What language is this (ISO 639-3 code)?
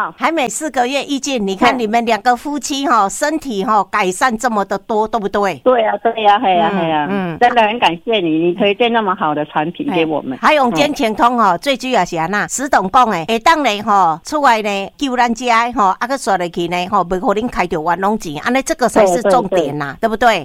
nan